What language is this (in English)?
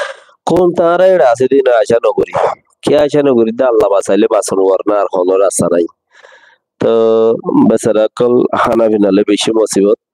Rohingya